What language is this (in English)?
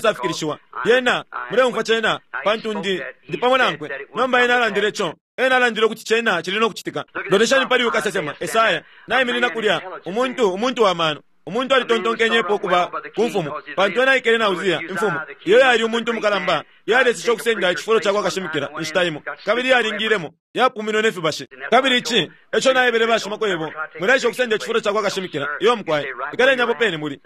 Bemba